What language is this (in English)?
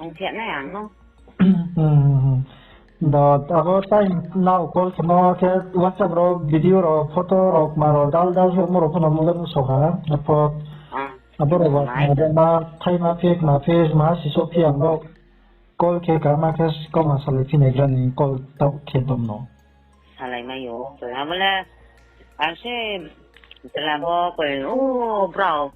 Riang (India)